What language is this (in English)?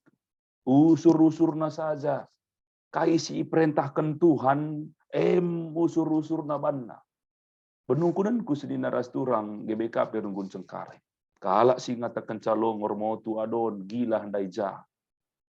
Batak Karo